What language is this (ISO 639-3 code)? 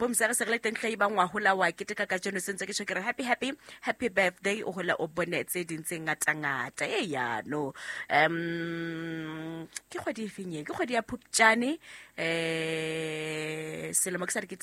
sot